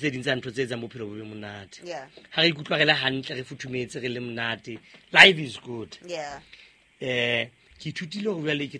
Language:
Southern Sotho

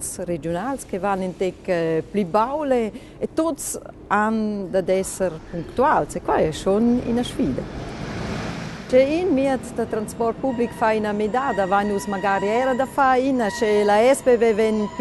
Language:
Romansh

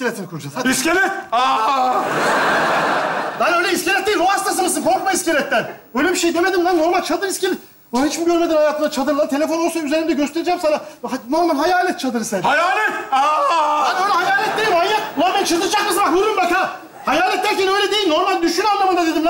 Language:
Turkish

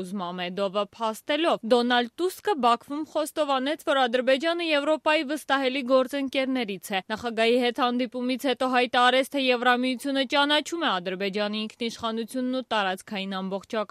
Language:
Armenian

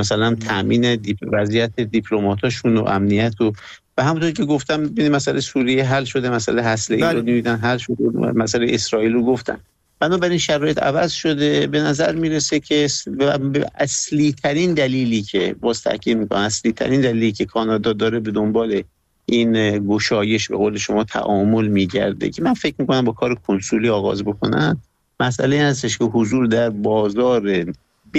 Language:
Persian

